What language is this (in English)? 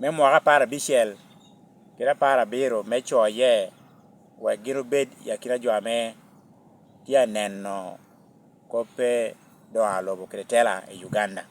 Lango (Uganda)